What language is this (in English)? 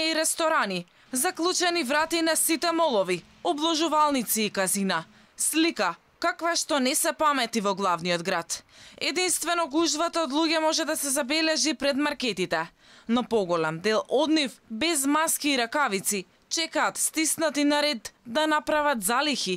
Macedonian